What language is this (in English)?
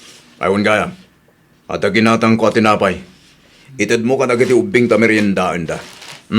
Iloko